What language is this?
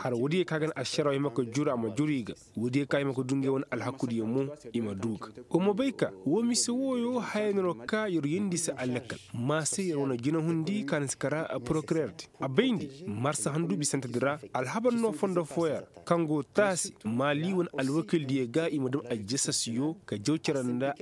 Koyraboro Senni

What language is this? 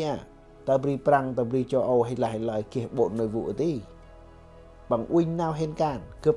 Central Mnong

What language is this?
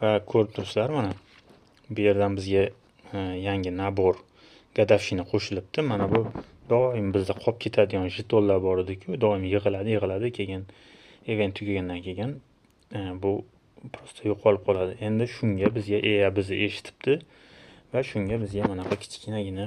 Uzbek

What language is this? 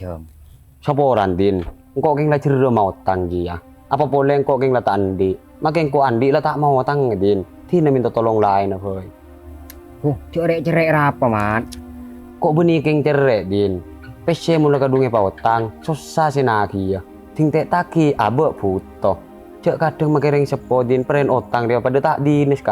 Madurese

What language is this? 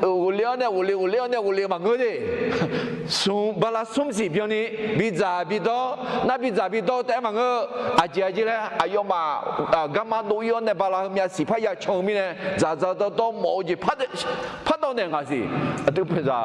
Akha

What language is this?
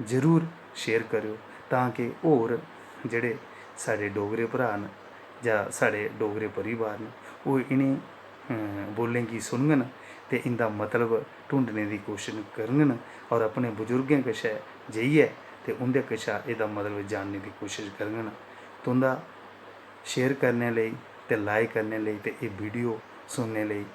Dogri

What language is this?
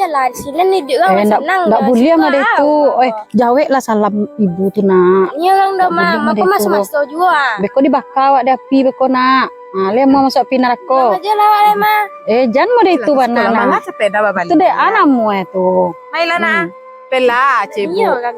Minangkabau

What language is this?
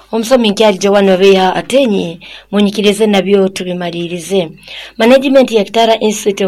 Nyoro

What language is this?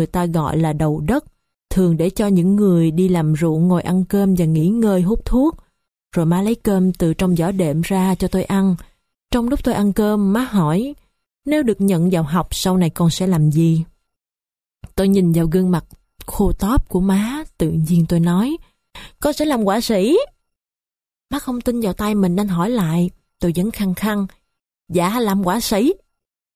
Vietnamese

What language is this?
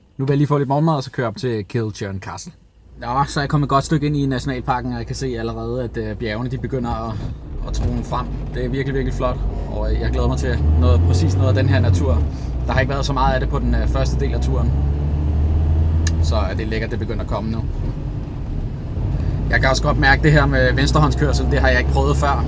Danish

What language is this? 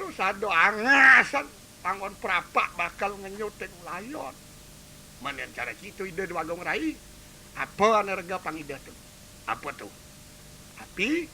Balinese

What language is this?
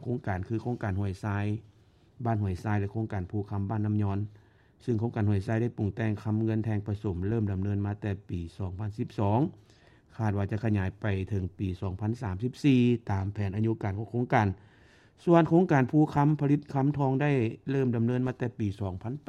Lao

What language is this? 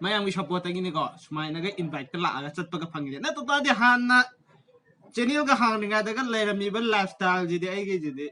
Manipuri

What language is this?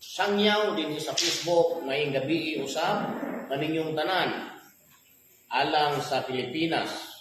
Cebuano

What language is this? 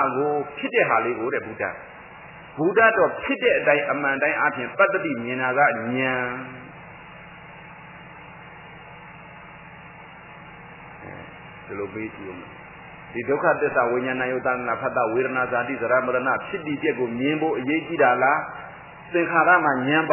Burmese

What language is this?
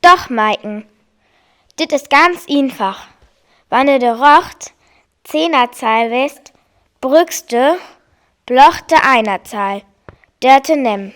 Northern Frisian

